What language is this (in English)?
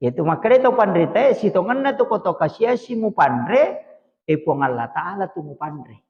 Buginese